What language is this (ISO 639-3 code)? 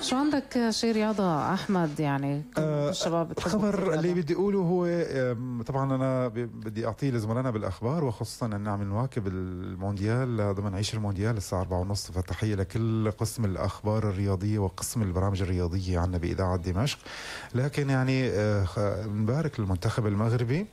apc